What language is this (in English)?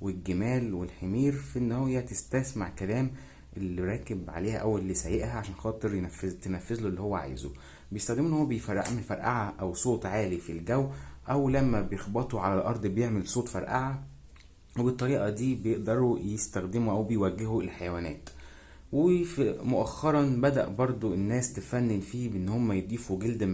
Egyptian Arabic